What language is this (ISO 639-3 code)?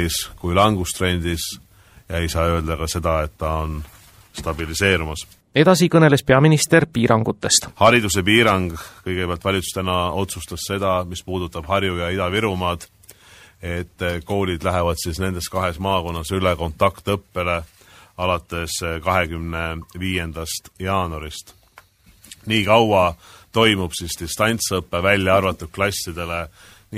est